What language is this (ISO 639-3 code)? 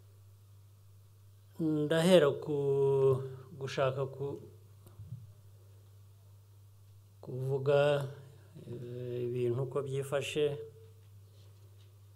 kin